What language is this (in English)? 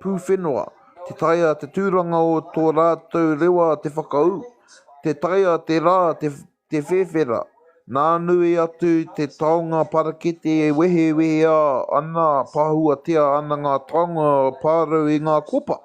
Māori